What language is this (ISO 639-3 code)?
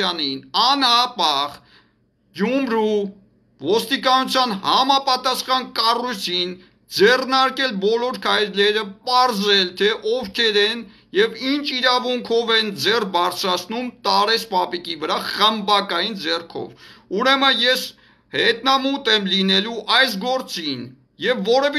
hye